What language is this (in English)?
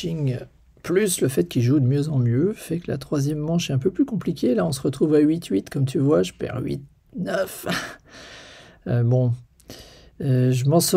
French